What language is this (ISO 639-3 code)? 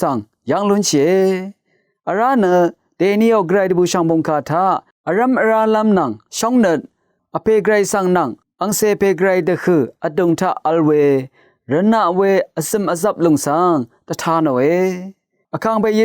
raw